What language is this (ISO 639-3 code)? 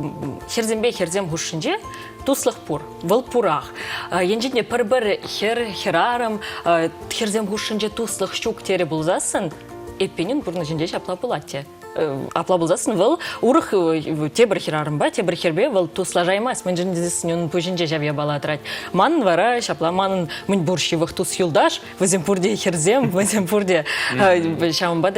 chv